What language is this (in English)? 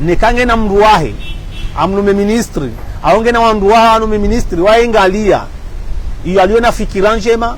Ngazidja Comorian